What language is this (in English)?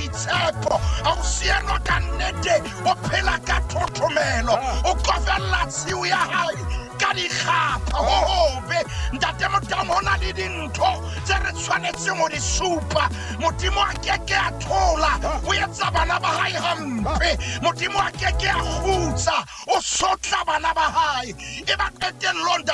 Southern Sotho